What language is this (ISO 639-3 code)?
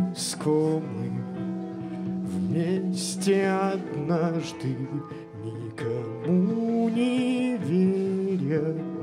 rus